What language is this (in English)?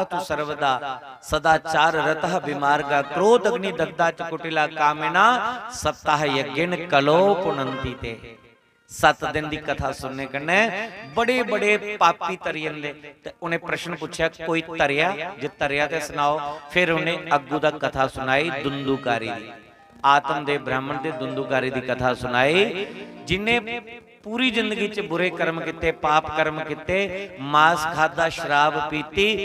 Dogri